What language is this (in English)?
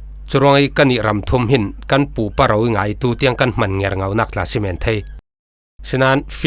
Falam Chin